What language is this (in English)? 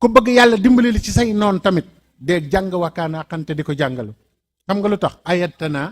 Wolof